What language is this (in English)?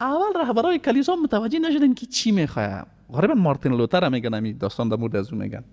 Persian